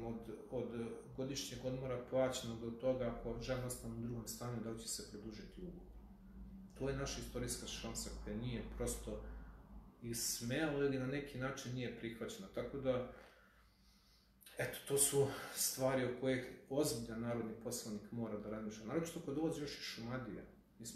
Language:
Serbian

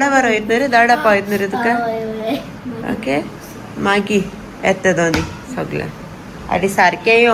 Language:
Konkani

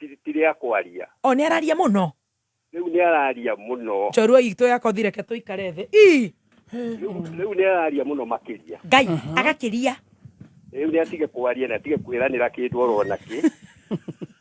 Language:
Kikuyu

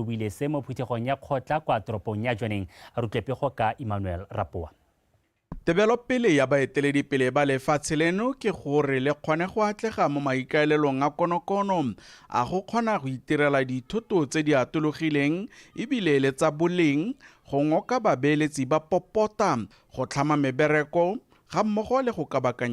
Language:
Tswana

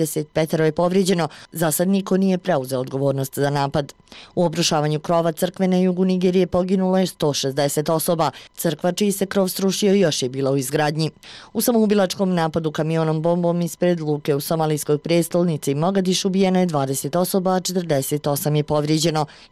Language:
Bosnian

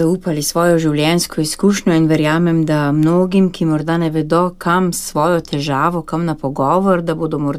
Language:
Slovenian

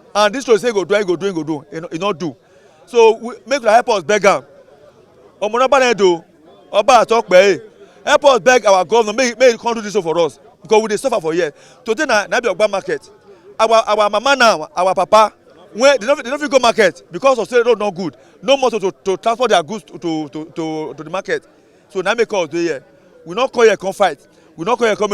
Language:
Nigerian Pidgin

